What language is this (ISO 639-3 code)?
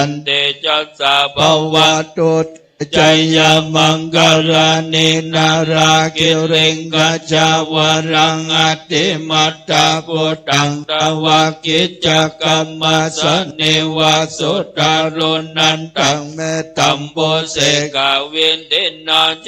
pli